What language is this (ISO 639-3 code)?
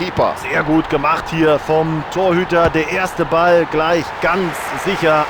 bar